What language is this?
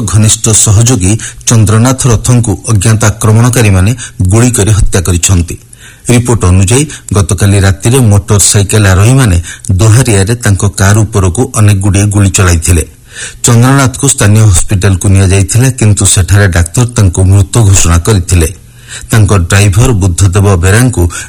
Odia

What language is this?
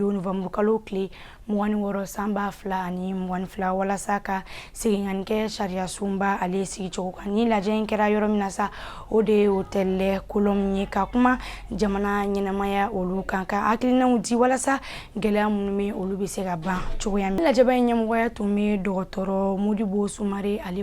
Bambara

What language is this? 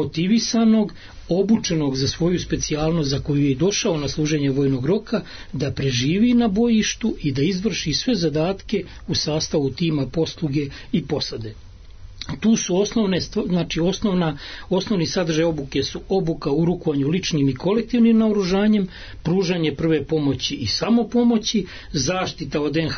Serbian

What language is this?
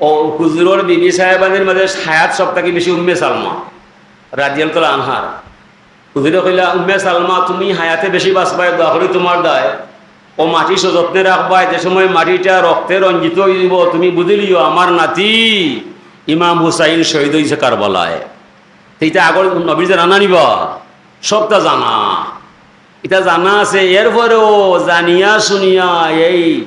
Sylheti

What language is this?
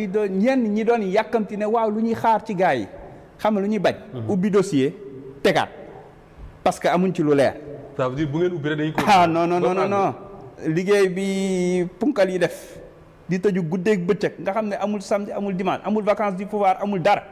Wolof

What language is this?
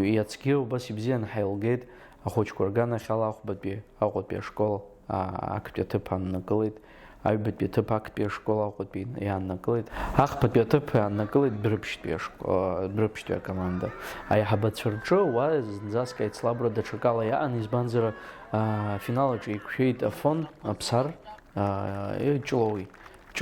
Abkhazian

